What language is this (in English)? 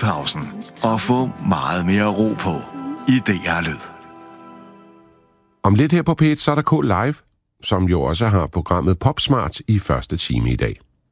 Danish